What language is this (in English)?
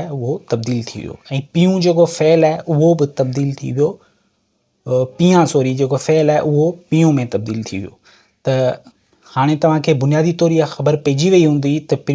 Sindhi